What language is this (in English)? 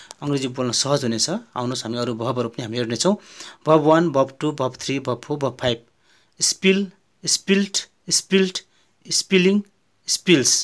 Nepali